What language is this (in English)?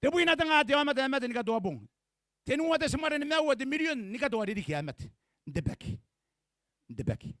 Gilbertese